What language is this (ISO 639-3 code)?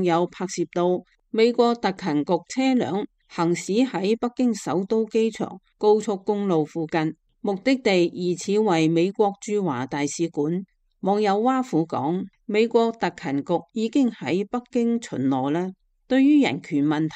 yue